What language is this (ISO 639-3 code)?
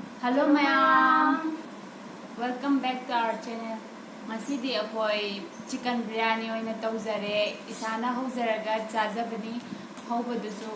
mni